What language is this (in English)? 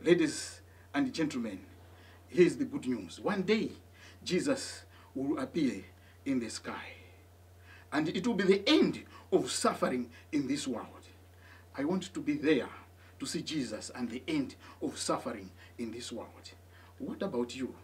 English